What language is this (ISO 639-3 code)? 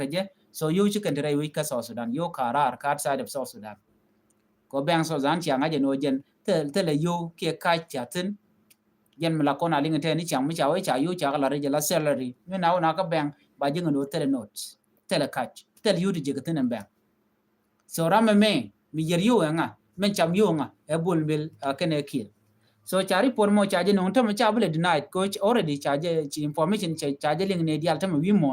nus